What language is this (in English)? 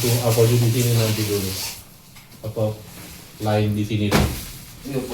Manado Malay